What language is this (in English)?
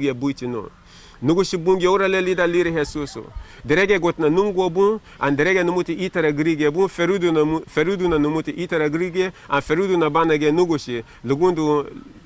Garifuna